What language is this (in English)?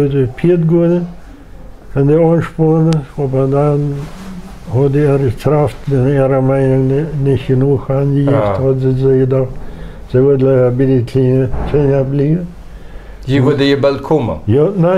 Plautdietsch